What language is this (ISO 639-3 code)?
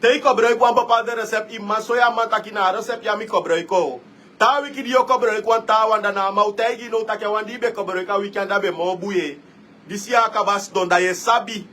srn